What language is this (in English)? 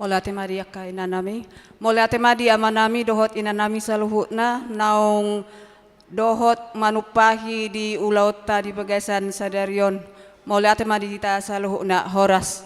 Batak Toba